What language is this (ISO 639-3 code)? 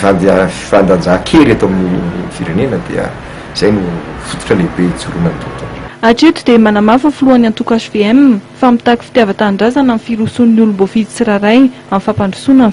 mlg